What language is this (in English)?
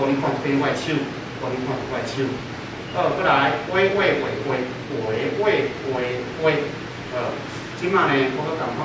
Min Nan Chinese